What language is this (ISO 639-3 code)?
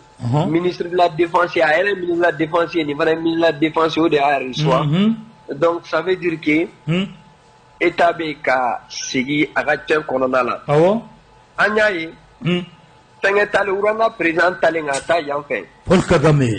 bam